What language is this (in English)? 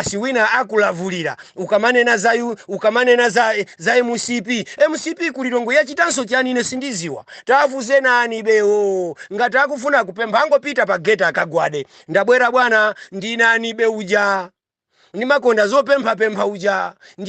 Nyanja